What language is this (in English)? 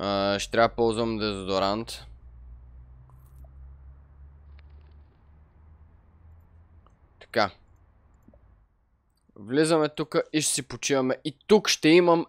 Bulgarian